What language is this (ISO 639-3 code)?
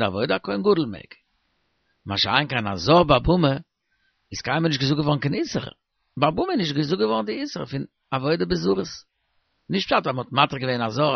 yid